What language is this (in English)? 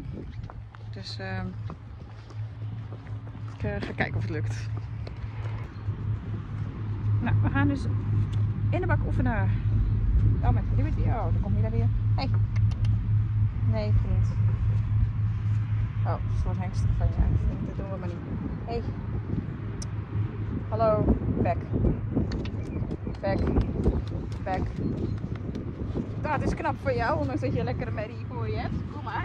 Dutch